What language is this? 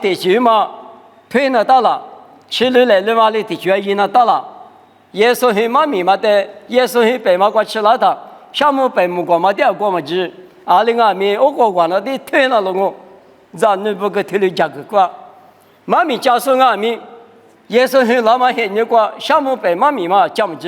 Lisu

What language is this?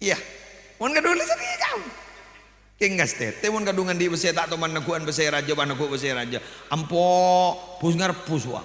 Madurese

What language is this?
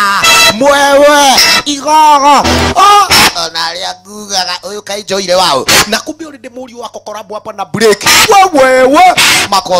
Swahili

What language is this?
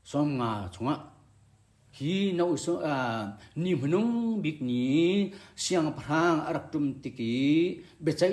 Hakha Chin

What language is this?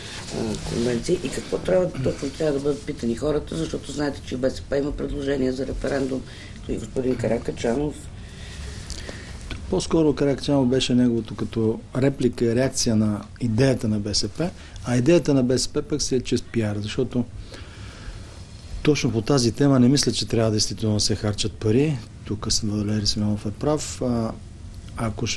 Bulgarian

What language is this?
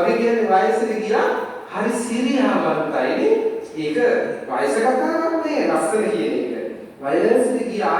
Sinhala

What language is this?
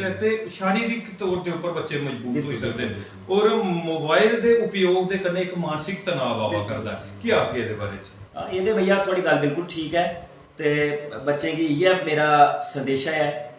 Dogri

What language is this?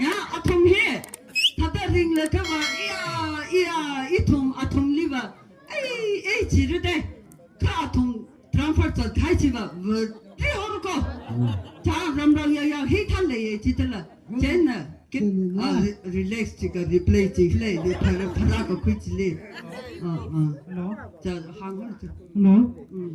Tangkhul Naga (India)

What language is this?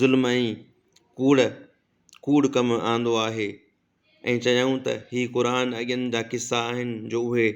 Sindhi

